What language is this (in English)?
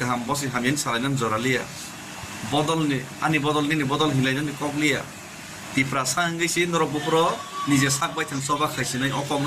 Kok Borok